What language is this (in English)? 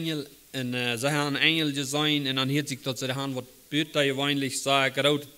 Plautdietsch